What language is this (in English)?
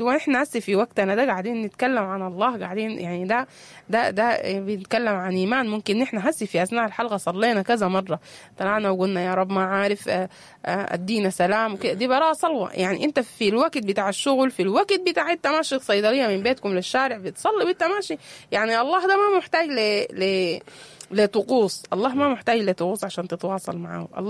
Sudanese Arabic